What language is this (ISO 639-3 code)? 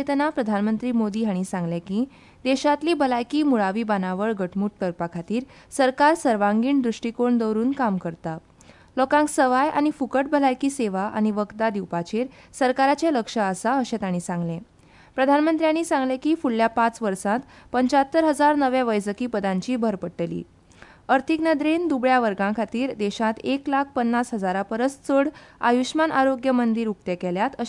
kok